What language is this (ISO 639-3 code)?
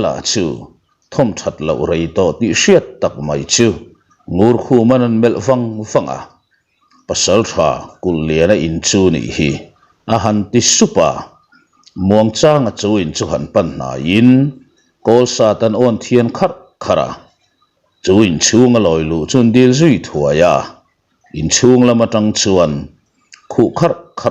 lus